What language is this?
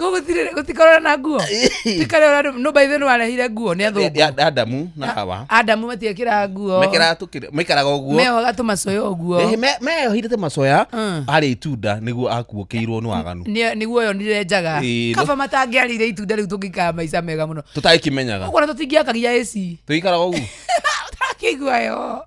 Kikuyu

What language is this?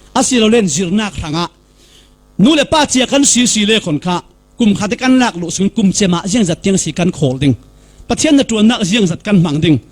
Falam Chin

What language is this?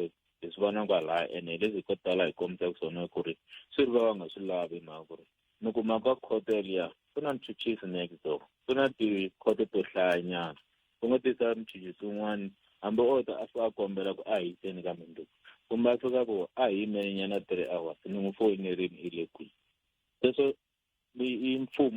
Tsonga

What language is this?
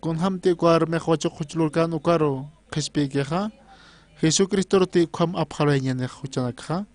Aymara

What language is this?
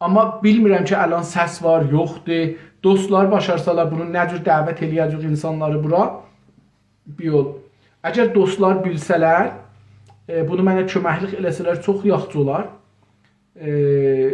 South Azerbaijani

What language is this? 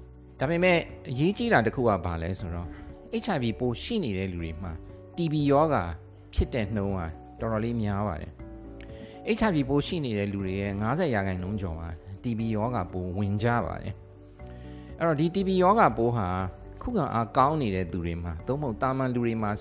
Burmese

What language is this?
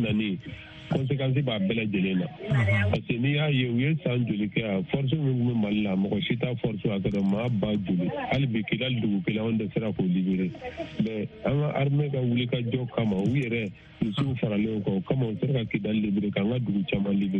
Bambara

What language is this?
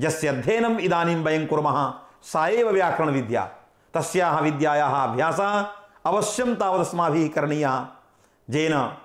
Sanskrit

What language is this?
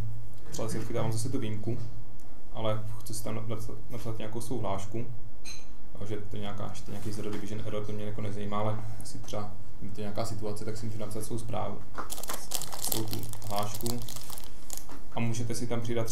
Czech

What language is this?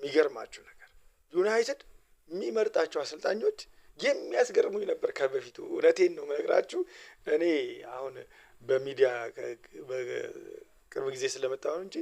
Amharic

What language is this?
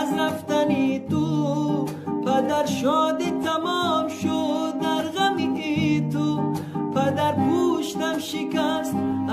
Tajik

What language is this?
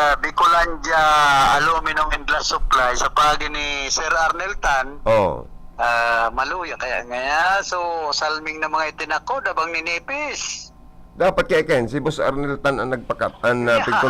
Bikol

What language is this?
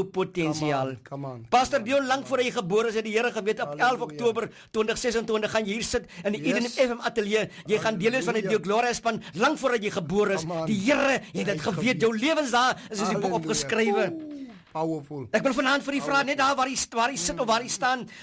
Afrikaans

